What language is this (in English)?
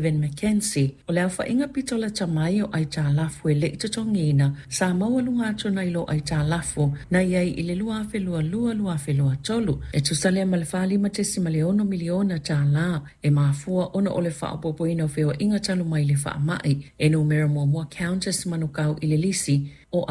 Samoan